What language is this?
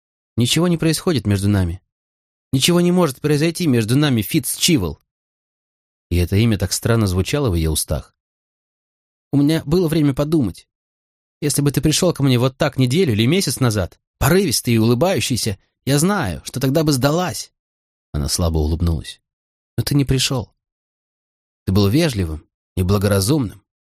Russian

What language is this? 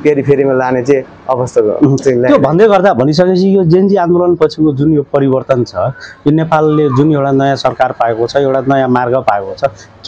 Nepali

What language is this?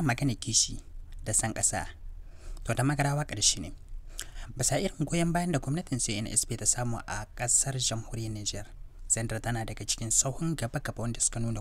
Hausa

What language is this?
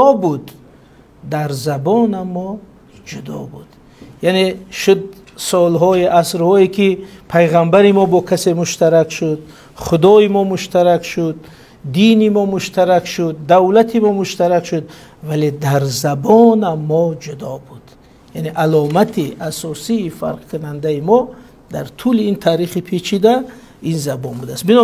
Tajik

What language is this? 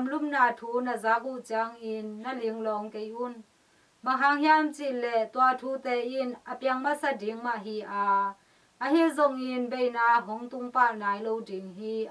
Tedim Chin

